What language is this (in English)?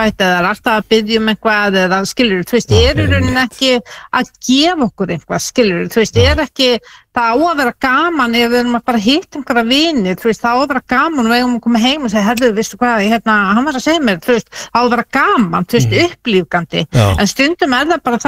Icelandic